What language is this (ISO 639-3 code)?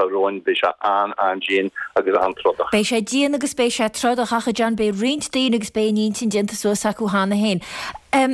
gle